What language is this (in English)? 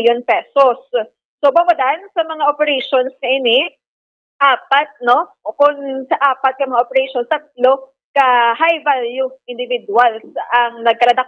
Hiligaynon